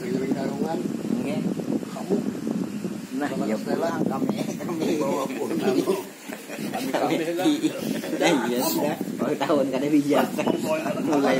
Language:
Banjar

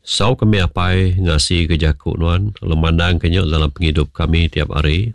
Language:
Iban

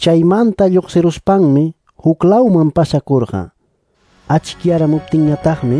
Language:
Ayacucho Quechua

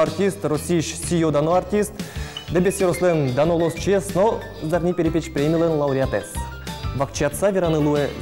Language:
Udmurt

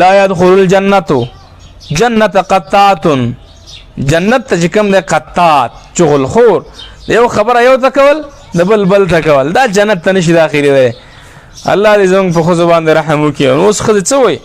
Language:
Pashto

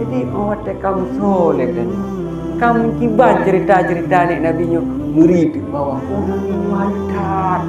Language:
Achinese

